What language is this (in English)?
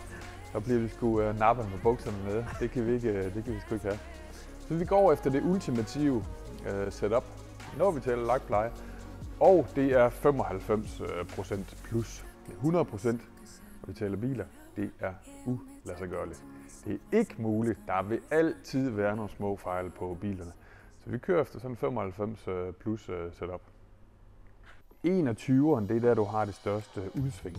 Danish